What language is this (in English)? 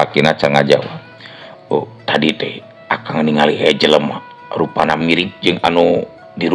Sundanese